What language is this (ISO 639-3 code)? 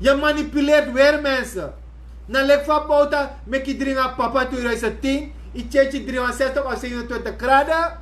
srn